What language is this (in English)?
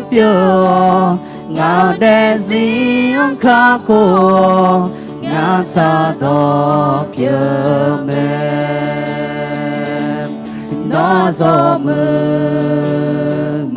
Akha